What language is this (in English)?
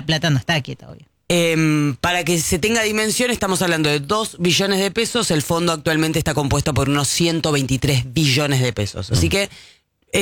Spanish